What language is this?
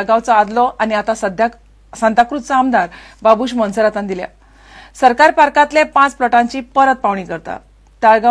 Konkani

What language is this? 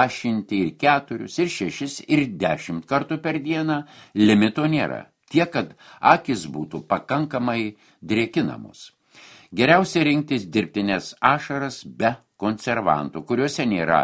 Lithuanian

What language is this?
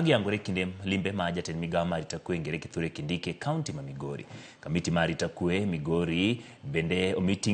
Luo (Kenya and Tanzania)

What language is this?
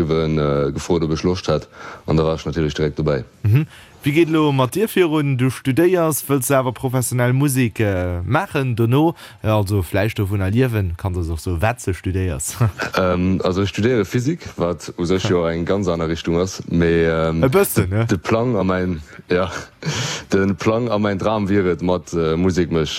Luxembourgish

